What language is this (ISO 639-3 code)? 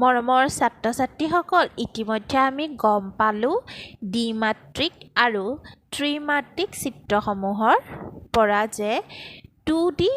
asm